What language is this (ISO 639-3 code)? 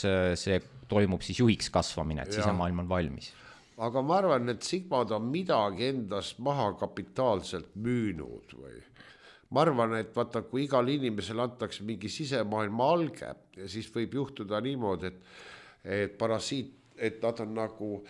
est